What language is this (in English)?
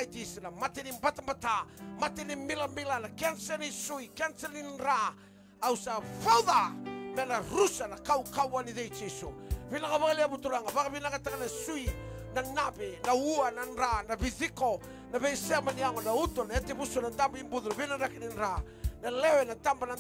Fijian